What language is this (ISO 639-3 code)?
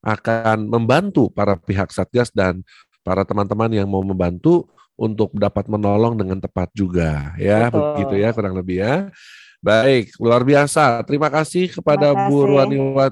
ind